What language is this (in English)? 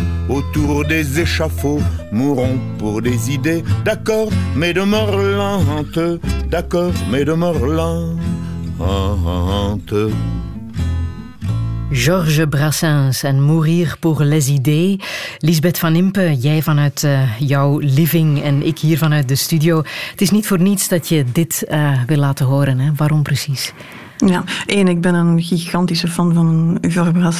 Dutch